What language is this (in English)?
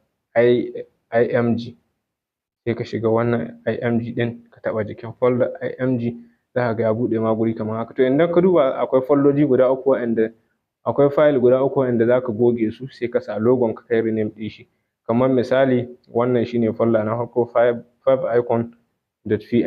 Hausa